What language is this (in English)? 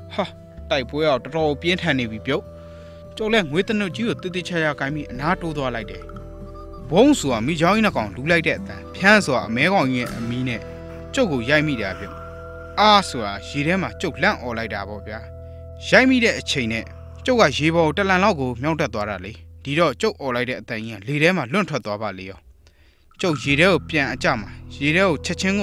Burmese